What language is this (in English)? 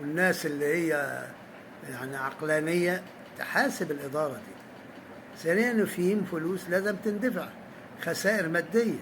Egyptian Arabic